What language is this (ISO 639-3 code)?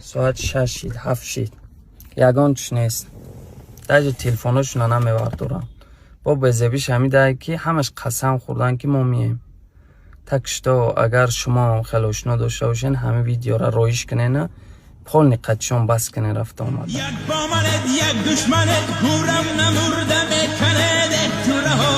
tgk